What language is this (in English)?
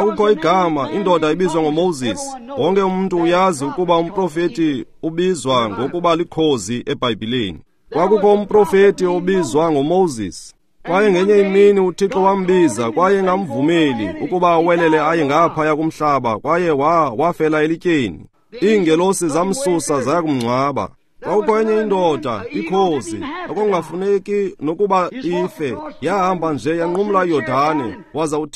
Xhosa